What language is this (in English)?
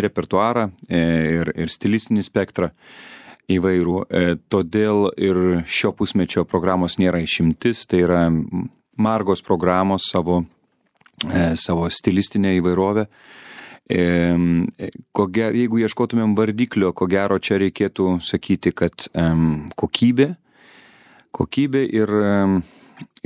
Lithuanian